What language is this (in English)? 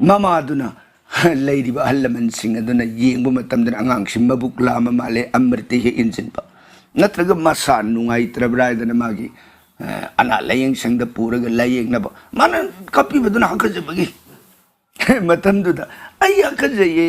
Manipuri